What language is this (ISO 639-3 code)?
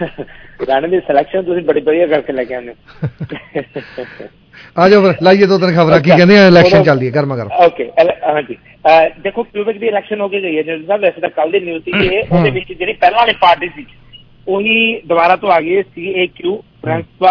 pan